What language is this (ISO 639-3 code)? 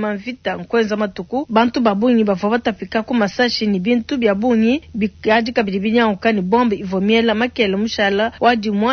lua